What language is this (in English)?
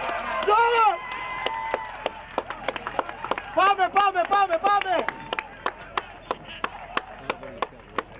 Greek